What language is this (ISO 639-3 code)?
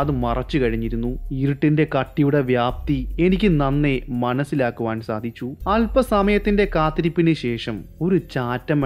mal